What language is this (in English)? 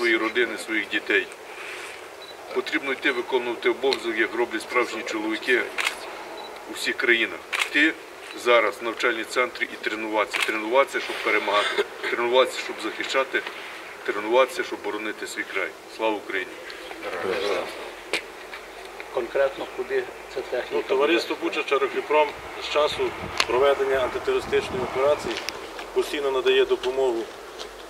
Ukrainian